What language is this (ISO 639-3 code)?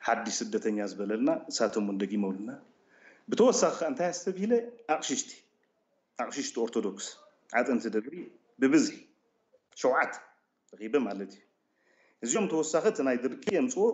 tir